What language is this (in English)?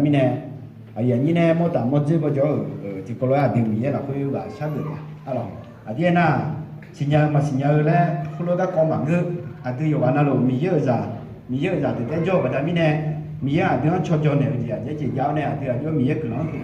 Akha